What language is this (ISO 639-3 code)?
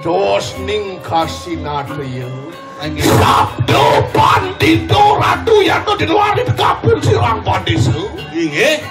ban